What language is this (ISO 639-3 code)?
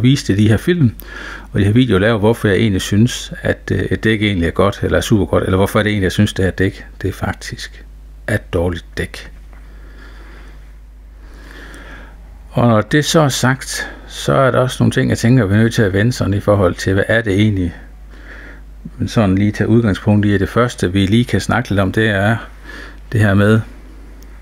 dan